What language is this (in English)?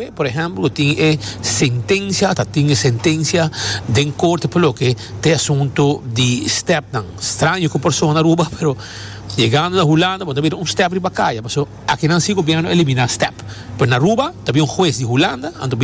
Papiamento